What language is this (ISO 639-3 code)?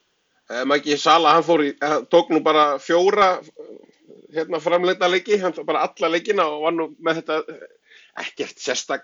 isl